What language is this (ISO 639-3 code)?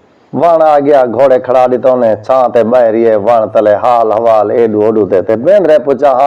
skr